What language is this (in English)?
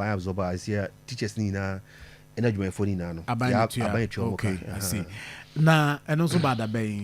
Akan